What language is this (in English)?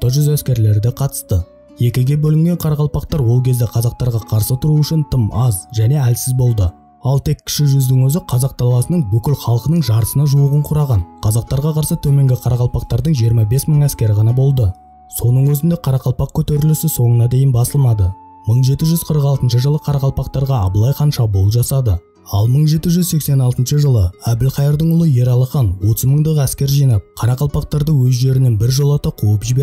Kara-Kalpak